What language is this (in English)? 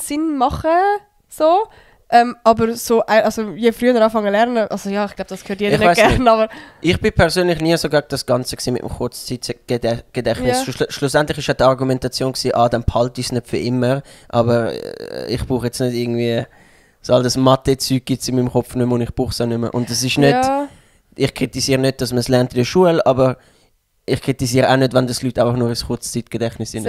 Swiss German